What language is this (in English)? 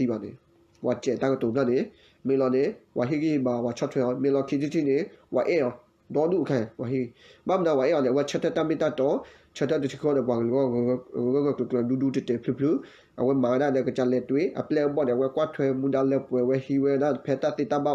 S'gaw Karen